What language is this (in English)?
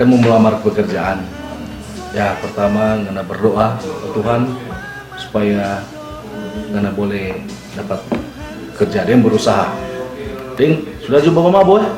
Manado Malay